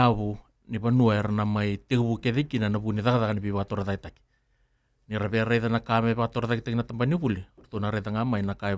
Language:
Fijian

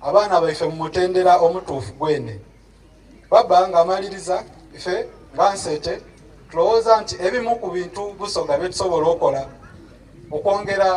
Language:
Soga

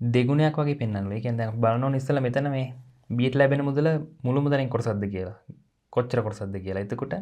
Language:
Sinhala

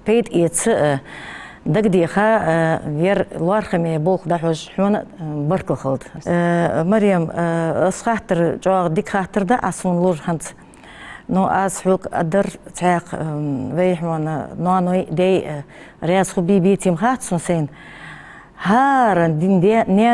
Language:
Ingush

